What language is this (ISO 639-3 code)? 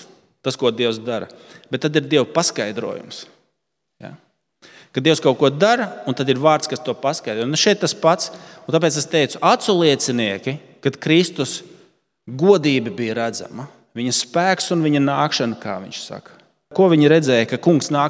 lav